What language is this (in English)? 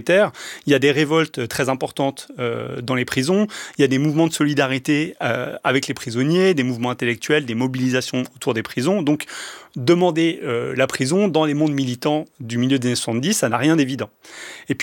French